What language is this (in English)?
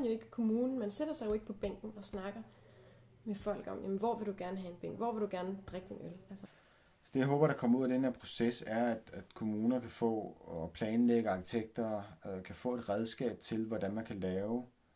Danish